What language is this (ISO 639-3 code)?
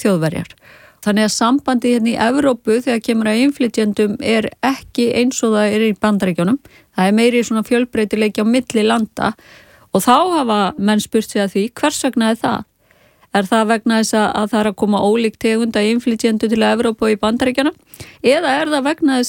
isl